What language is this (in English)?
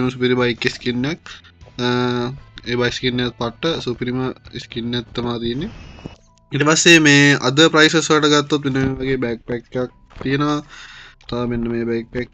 Sinhala